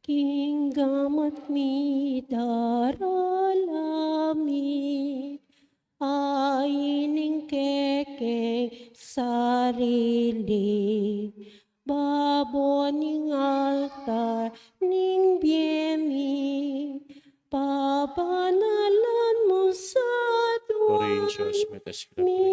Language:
Pampanga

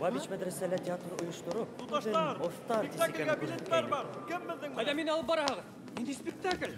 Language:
Bashkir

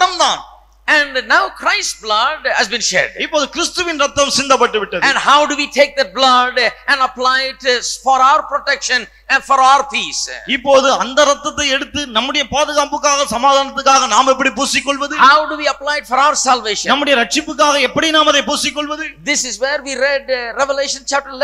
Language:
Tamil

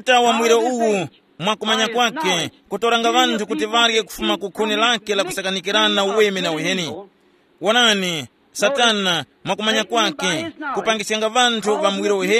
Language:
Tumbuka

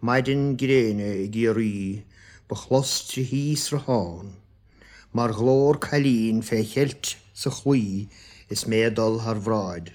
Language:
Irish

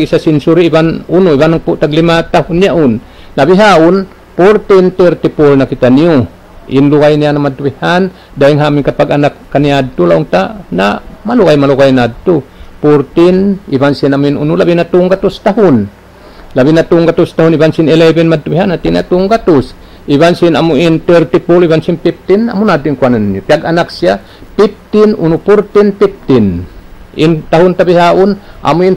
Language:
Tausug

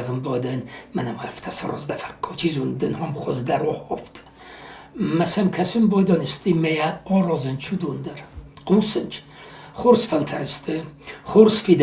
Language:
Ossetic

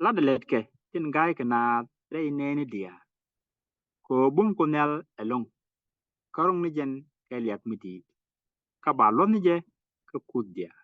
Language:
Nuer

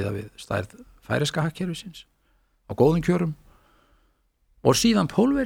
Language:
Icelandic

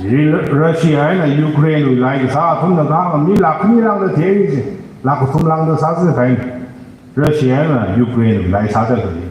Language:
Tangkhul Naga (India)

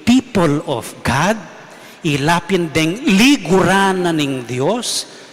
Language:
Pampanga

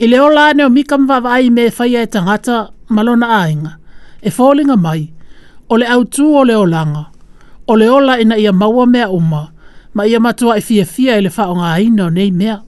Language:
Samoan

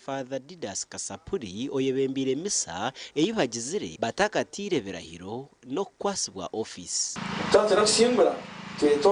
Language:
Nyankole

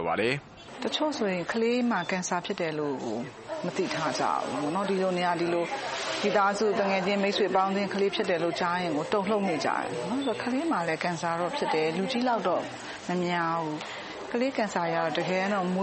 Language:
Burmese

